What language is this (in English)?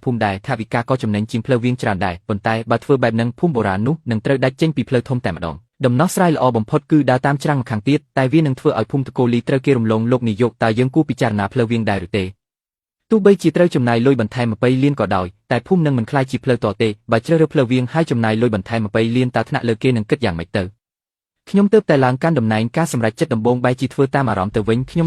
Khmer